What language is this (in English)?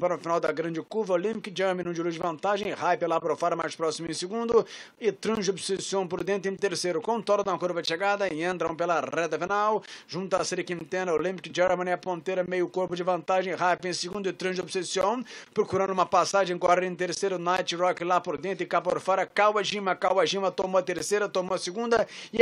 Portuguese